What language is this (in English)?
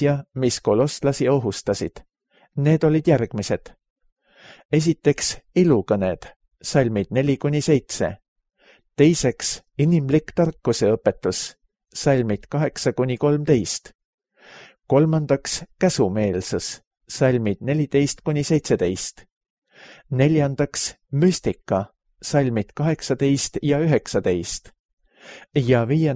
Estonian